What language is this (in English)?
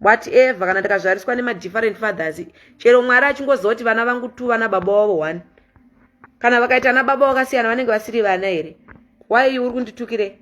Shona